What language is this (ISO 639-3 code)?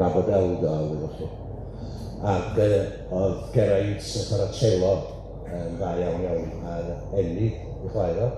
cym